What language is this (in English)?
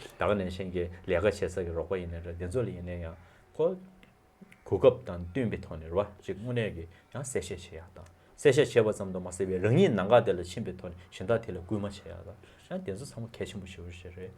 Tibetan